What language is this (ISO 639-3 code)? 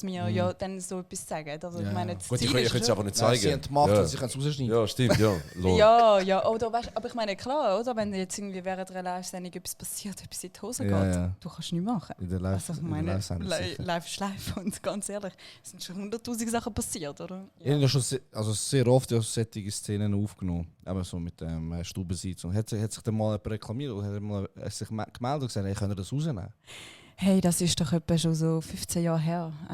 gsw